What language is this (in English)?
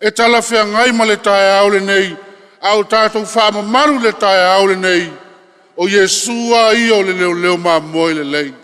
Samoan